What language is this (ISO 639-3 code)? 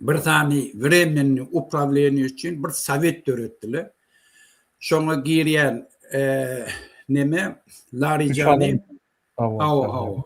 tuk